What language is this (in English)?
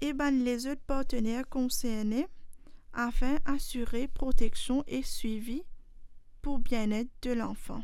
Morisyen